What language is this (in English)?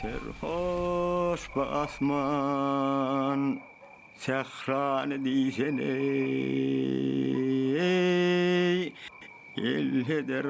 Turkmen